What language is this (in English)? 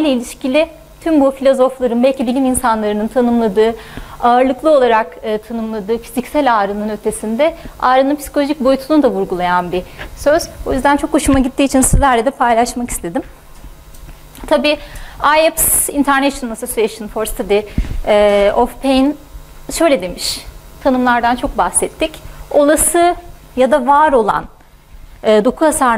Turkish